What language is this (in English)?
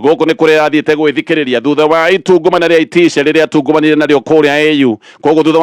Kikuyu